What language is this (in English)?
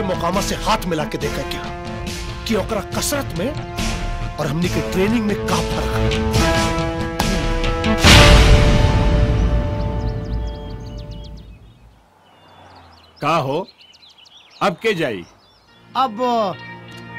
Bhojpuri